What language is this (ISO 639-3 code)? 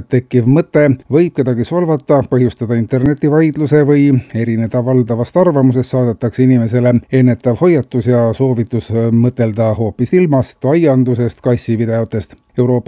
est